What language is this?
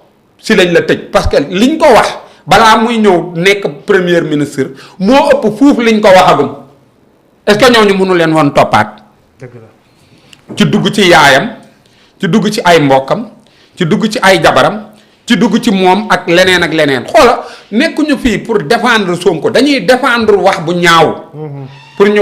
Wolof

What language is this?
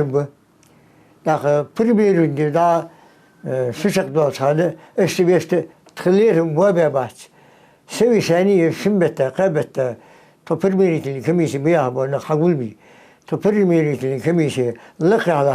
Ingush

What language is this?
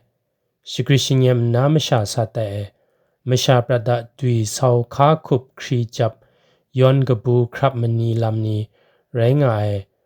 Kachin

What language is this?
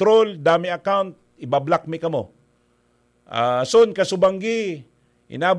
Bikol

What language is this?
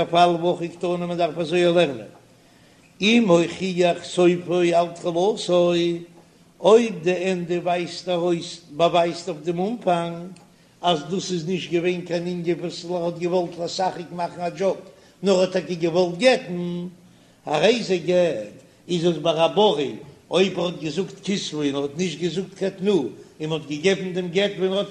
Yiddish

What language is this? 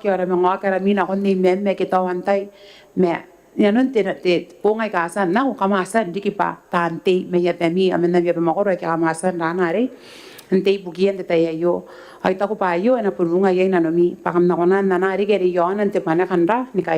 Gilbertese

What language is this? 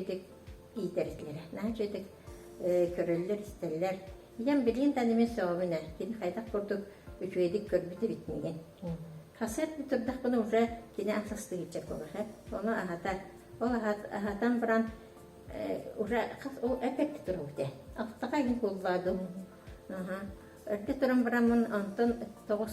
Yakut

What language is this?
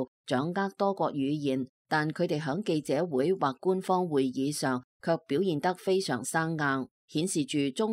Cantonese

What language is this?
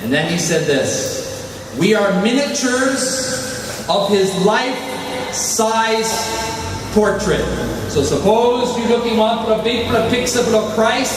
Tok Pisin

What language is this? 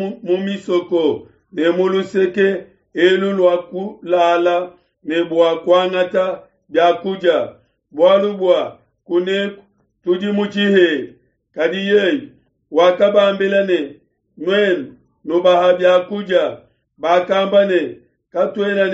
Luba-Lulua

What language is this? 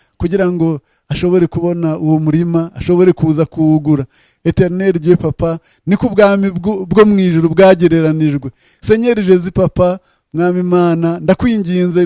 Kinyarwanda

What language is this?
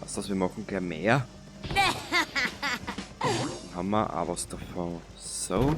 Bavarian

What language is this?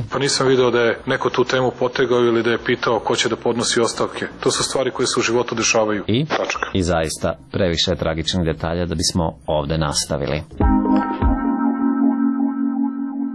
Serbian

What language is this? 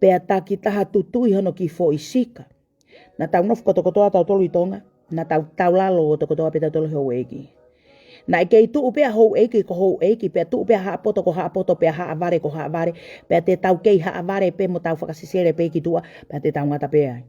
Tongan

